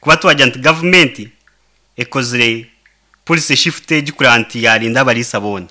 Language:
Nyankole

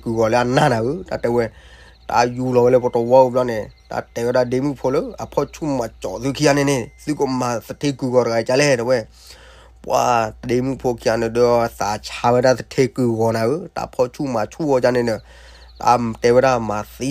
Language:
S'gaw Karen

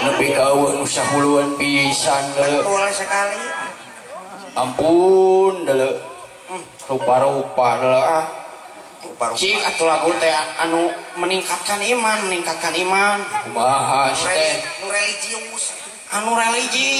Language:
Sundanese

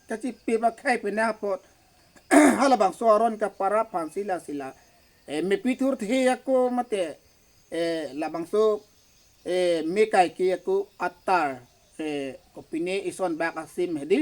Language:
Karbi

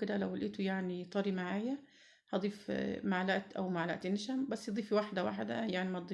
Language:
Egyptian Arabic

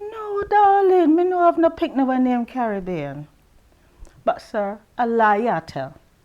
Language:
Jamaican Creole English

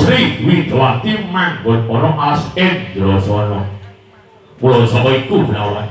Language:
Javanese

